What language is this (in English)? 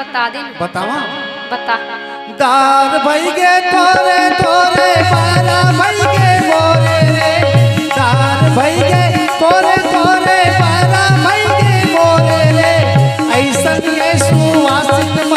Chhattisgarhi